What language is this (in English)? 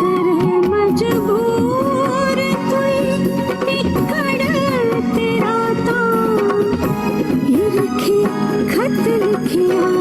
Dogri